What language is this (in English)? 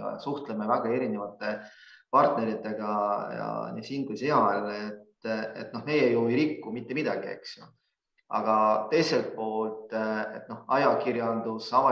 Estonian